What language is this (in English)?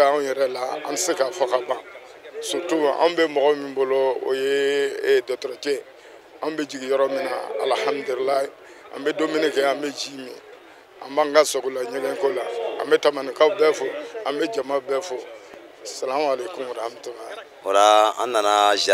Bambara